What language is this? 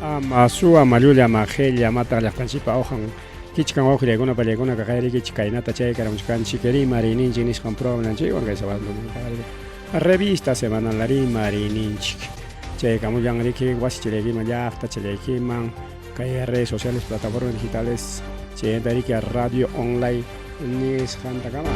Ayacucho Quechua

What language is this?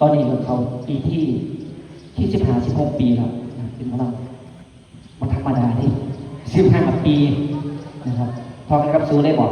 Northeastern Thai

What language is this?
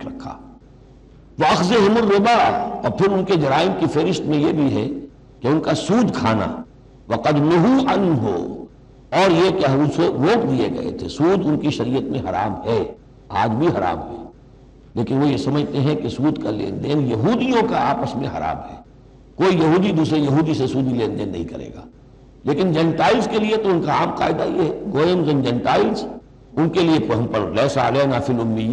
Urdu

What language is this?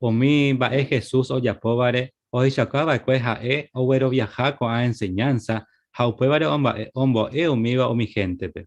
Guarani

